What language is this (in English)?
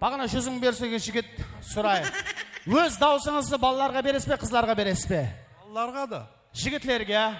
Kara-Kalpak